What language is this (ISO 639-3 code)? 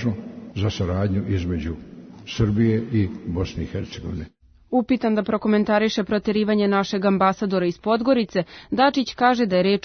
srp